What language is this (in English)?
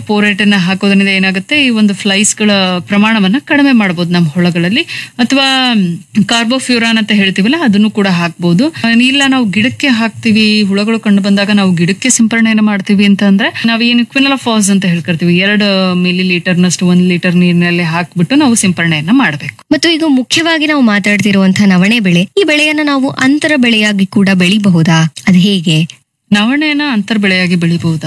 Kannada